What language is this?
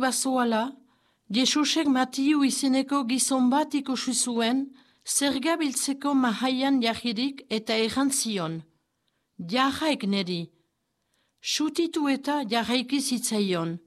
Basque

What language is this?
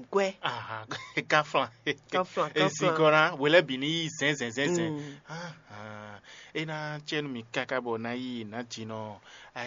Fon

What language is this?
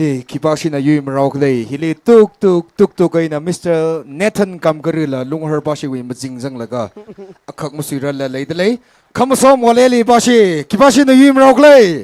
Tangkhul Naga (India)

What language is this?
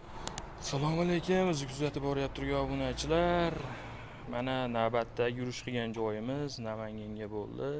Uzbek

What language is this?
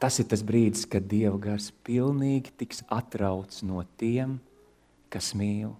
Latvian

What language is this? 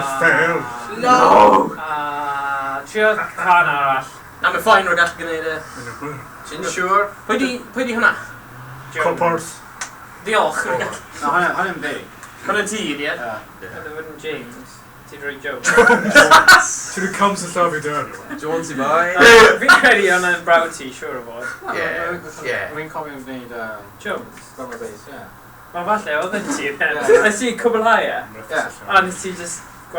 Welsh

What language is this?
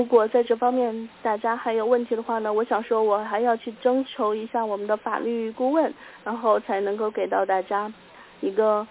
Chinese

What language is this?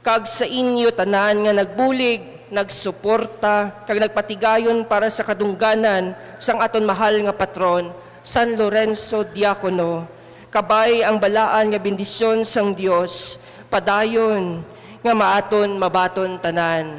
Hiligaynon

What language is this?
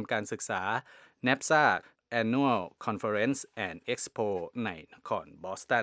Thai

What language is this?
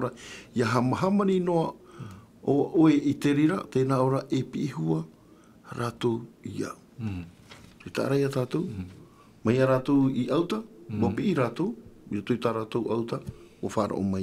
Tahitian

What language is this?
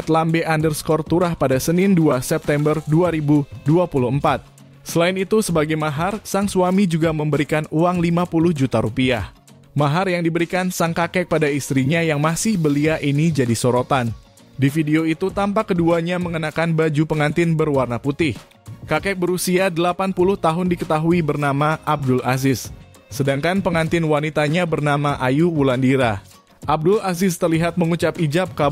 Indonesian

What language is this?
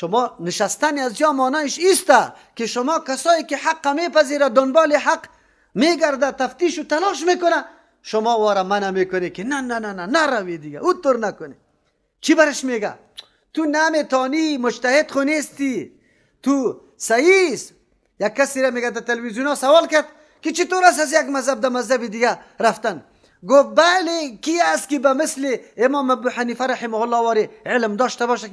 Persian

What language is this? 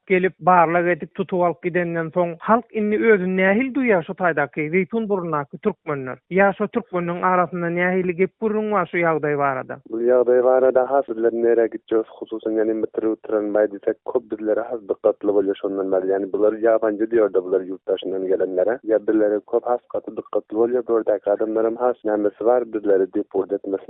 Turkmen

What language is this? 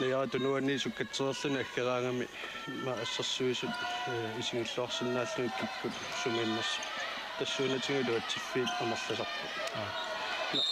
Kalaallisut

